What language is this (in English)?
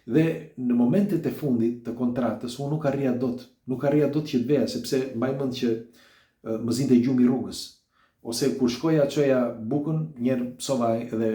Albanian